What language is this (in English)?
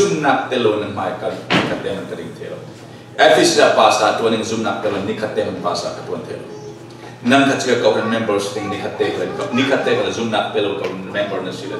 Falam Chin